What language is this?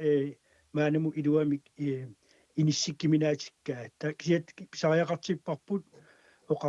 Kalaallisut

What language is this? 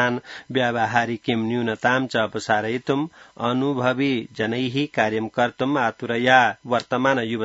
Sanskrit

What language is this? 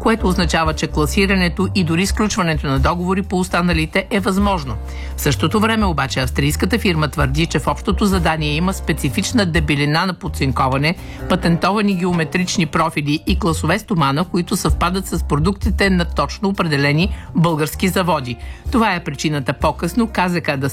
Bulgarian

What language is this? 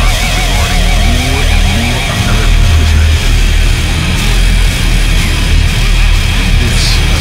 English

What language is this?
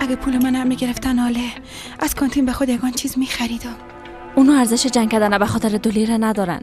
Persian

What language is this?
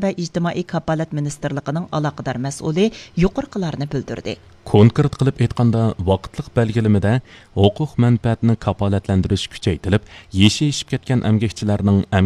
Uyghur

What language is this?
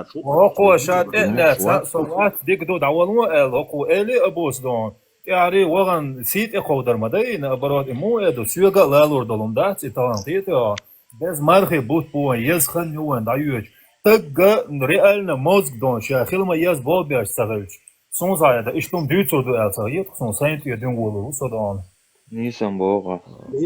Chechen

